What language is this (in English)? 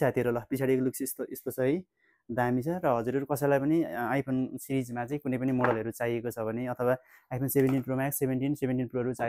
Nepali